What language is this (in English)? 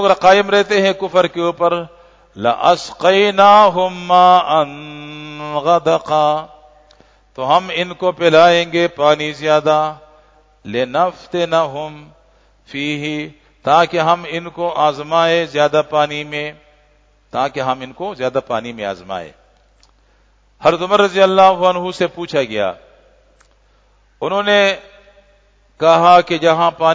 Urdu